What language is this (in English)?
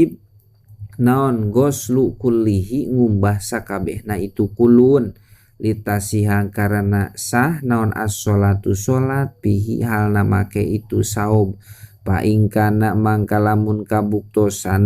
Sundanese